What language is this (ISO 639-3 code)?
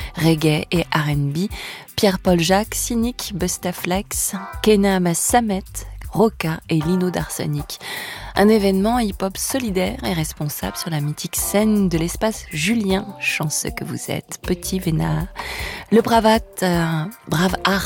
fra